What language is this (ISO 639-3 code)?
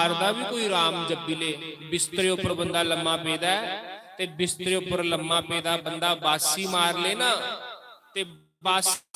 doi